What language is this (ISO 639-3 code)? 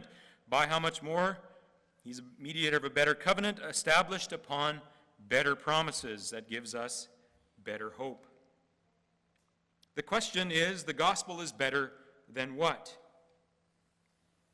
eng